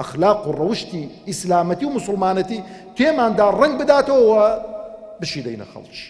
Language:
Central Kurdish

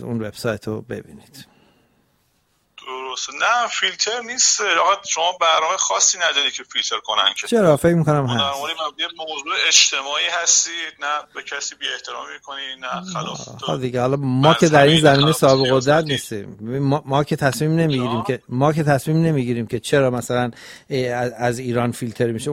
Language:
Persian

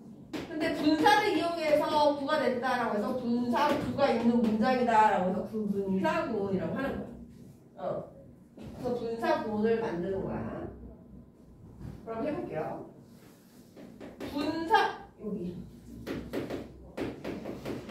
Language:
Korean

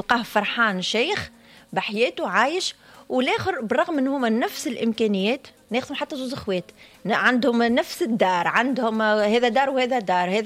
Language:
Tunisian Arabic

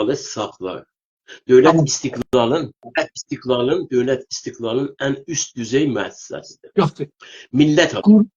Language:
South Azerbaijani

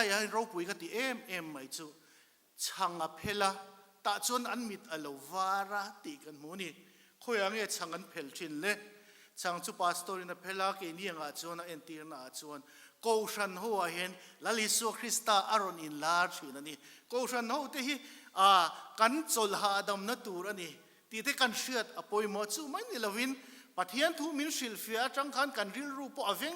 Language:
Mizo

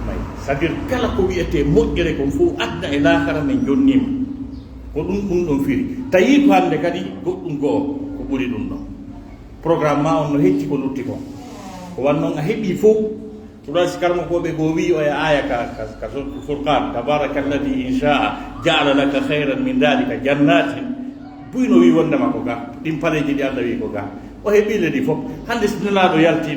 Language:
Pular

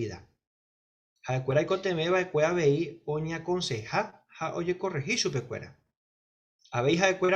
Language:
Guarani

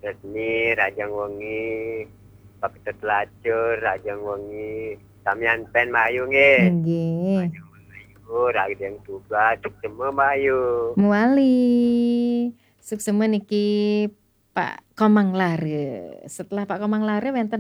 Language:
Balinese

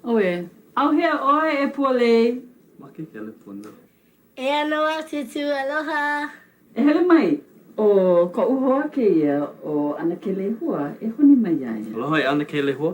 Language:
Hawaiian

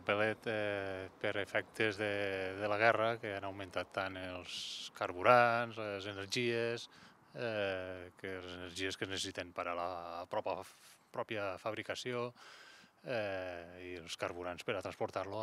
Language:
Catalan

